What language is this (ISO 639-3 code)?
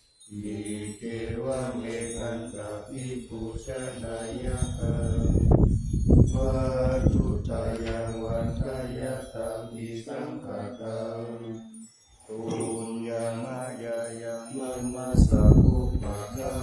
pli